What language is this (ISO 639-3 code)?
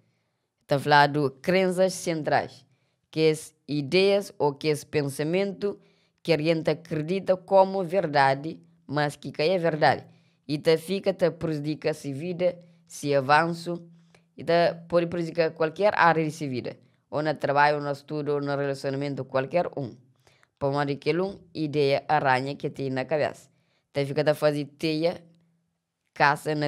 kea